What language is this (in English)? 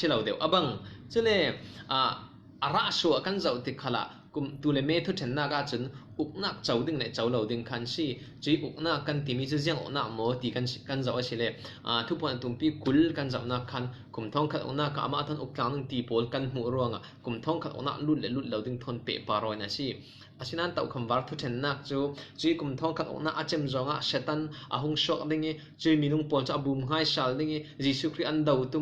Falam Chin